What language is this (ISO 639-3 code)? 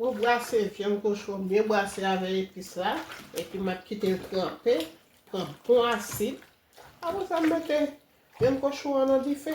hat